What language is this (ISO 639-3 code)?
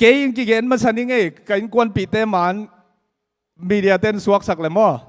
ctd